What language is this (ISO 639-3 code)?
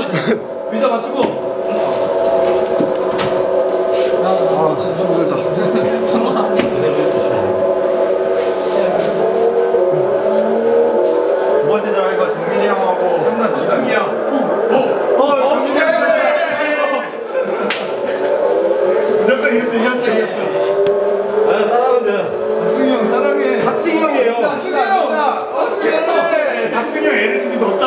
kor